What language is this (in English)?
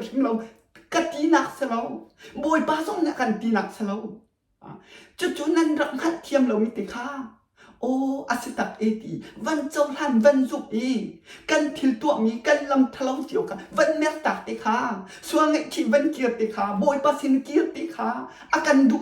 Hakha Chin